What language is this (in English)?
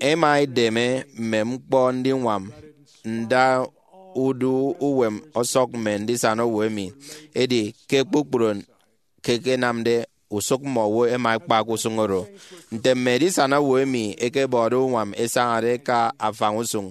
Efik